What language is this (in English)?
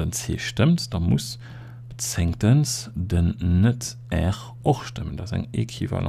Luxembourgish